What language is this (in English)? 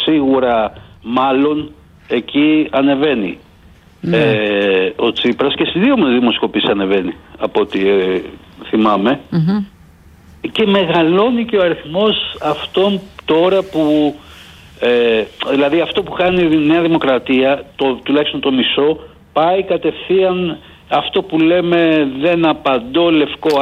Greek